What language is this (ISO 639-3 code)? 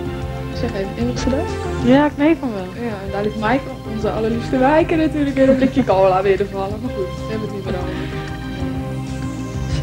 nld